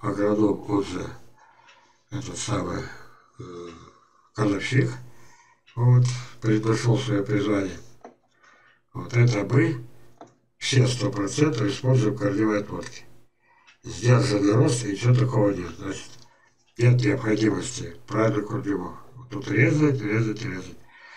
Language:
Russian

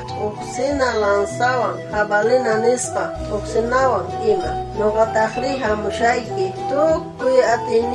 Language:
South Bolivian Quechua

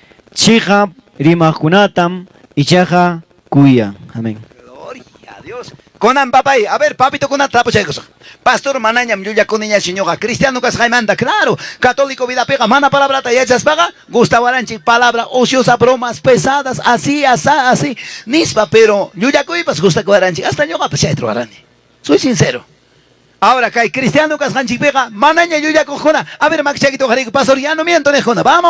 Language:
Ayacucho Quechua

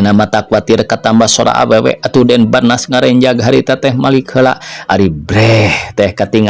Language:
Sundanese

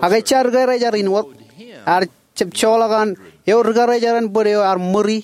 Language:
Marshallese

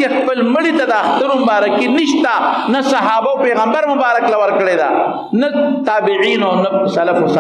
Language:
Pashto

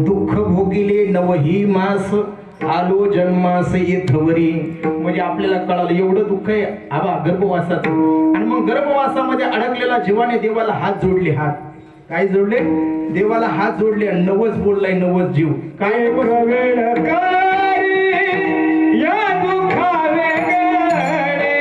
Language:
Marathi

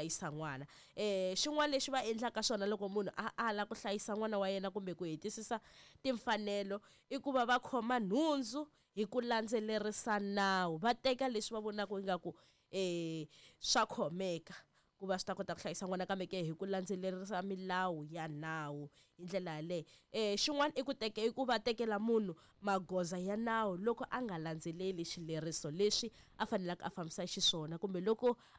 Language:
Tsonga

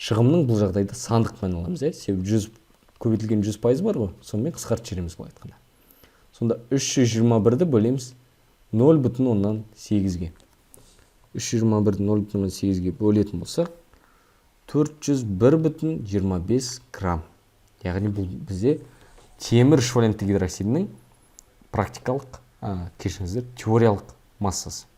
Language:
Kazakh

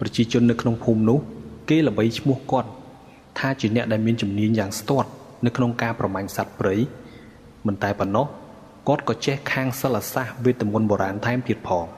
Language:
Khmer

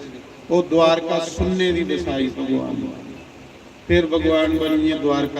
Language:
Dogri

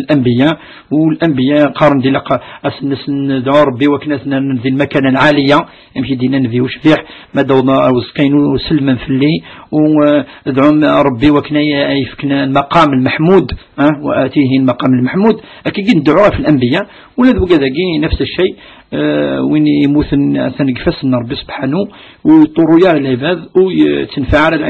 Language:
Kabyle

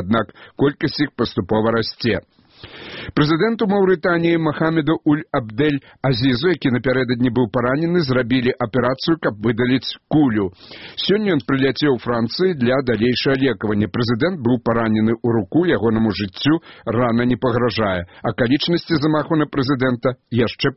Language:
Belarusian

